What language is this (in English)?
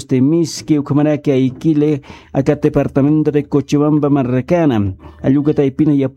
Aymara